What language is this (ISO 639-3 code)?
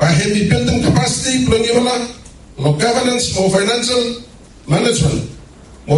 bis